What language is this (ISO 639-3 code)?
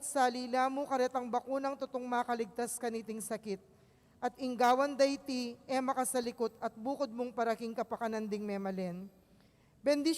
pam